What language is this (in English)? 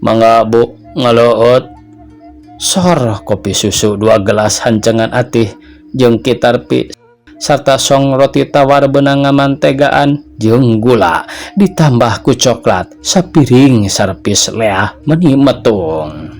Sundanese